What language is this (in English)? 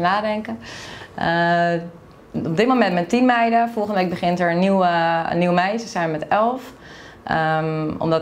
Dutch